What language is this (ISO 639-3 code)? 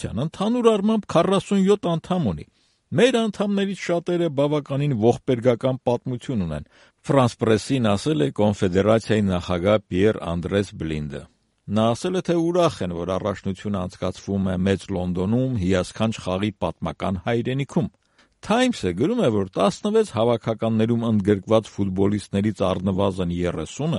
hye